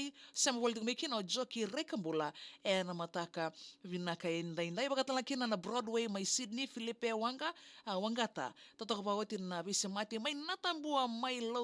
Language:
Fijian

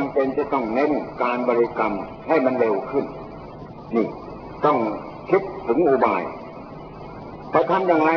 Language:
Thai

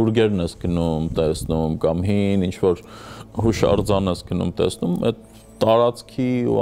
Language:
Armenian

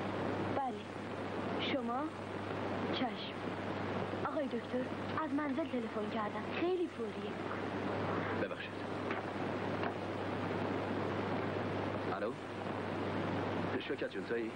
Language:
Persian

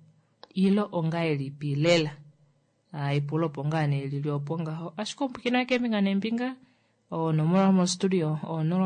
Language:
Kuanyama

